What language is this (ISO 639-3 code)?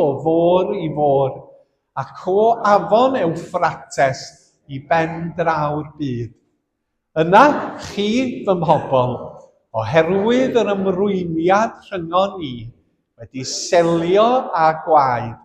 cym